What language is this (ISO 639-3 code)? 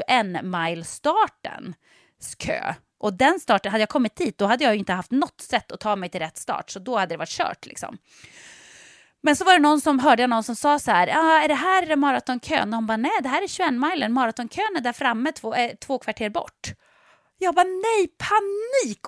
swe